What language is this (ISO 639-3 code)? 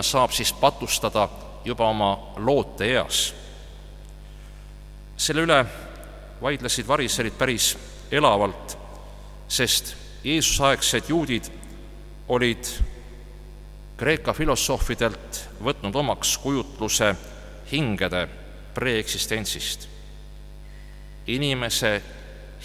est